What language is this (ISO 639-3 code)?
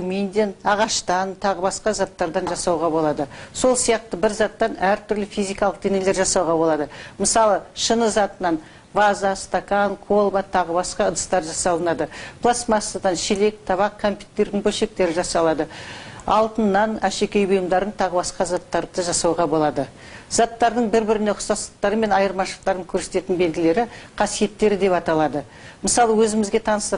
kaz